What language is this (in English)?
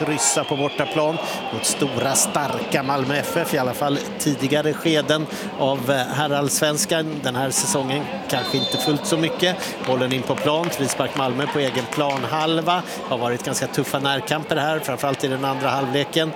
Swedish